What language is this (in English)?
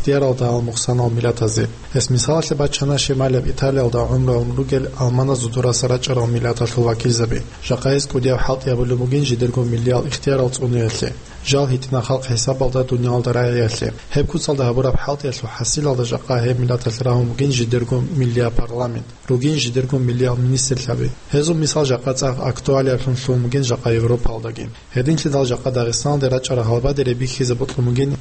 Avaric